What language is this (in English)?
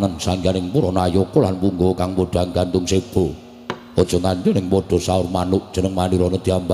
Javanese